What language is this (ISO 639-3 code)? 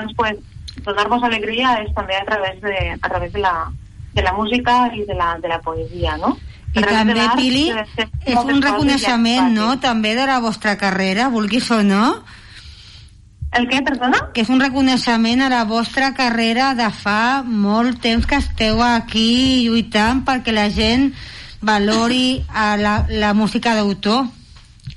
cat